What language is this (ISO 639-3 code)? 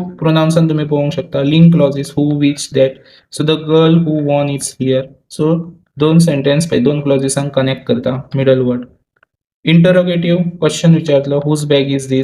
kok